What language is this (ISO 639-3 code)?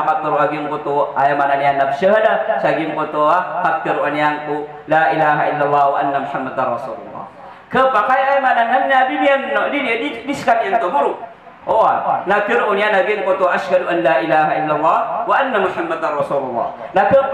mrw